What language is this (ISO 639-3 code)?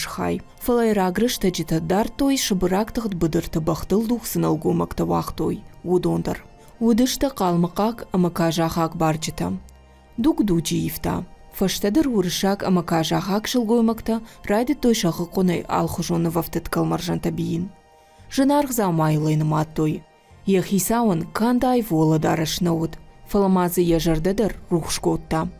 oss